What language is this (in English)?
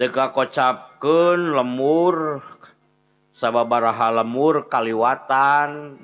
Sundanese